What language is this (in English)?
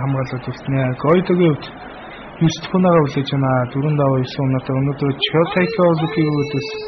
Mongolian